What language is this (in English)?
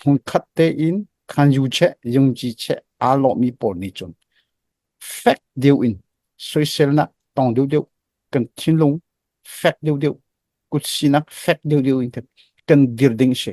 Hakha Chin